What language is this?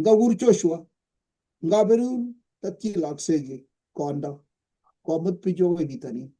Kalenjin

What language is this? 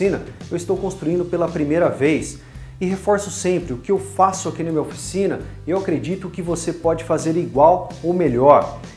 Portuguese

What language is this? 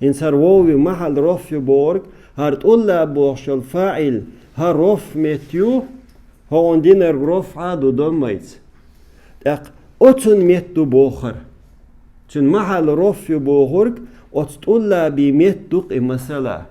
Chechen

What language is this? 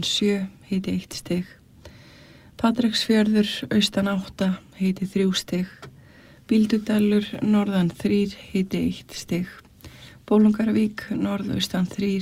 Icelandic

